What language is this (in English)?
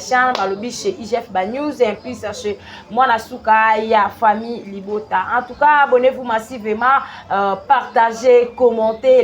Lingala